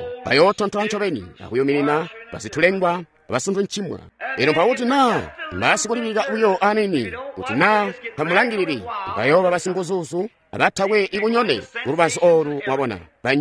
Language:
Tonga (Zambia)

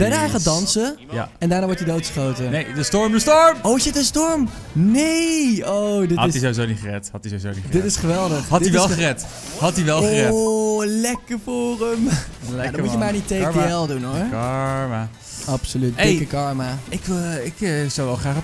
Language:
Dutch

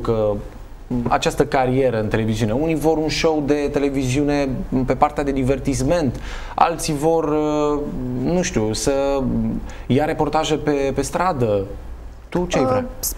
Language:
Romanian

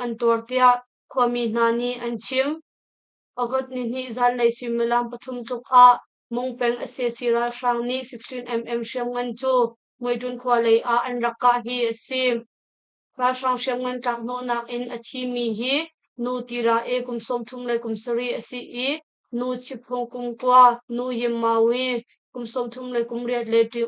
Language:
Hakha Chin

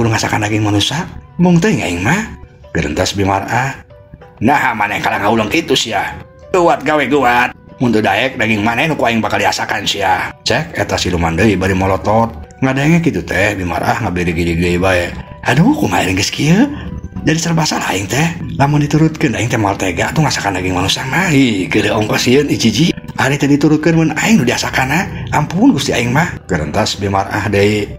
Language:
Sundanese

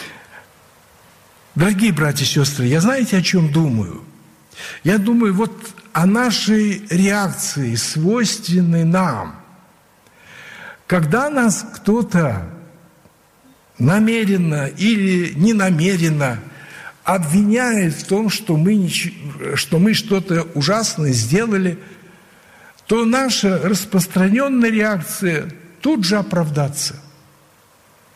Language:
Russian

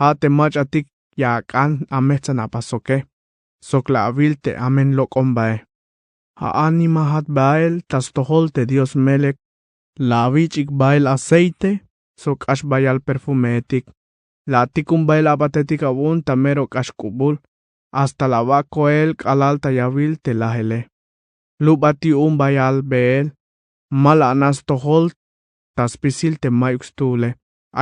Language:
Tzeltal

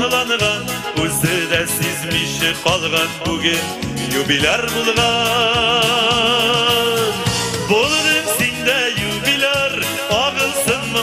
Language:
Tatar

